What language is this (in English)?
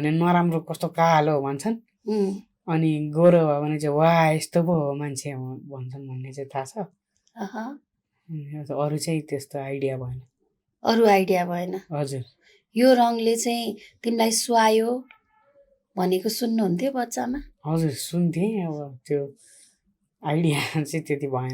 Nepali